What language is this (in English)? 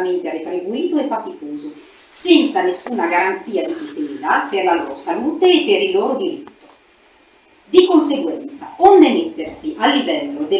Italian